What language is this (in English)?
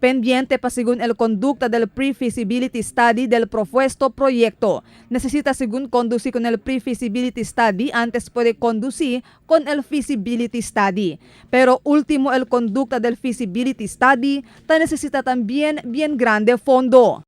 Chavacano